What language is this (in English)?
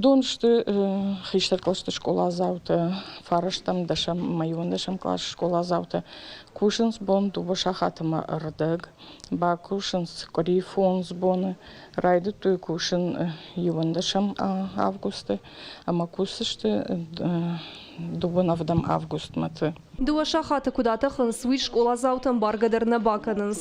Ossetic